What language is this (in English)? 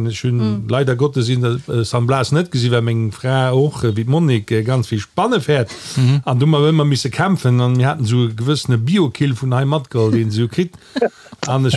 Luxembourgish